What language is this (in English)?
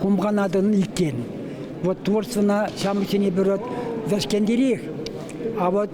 Chuvash